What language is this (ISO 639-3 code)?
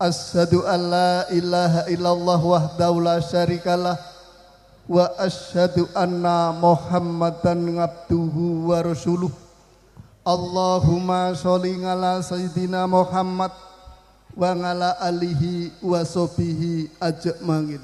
jav